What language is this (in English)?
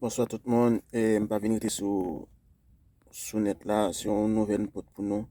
Haitian Creole